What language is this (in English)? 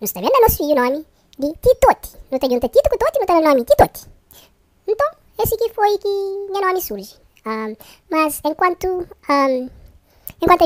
Kabuverdianu